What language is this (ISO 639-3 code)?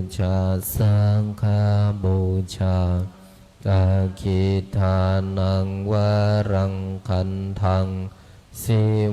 pli